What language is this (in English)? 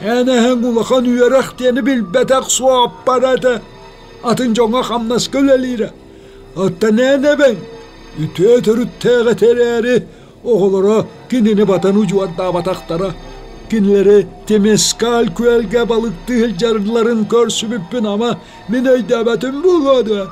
Yakut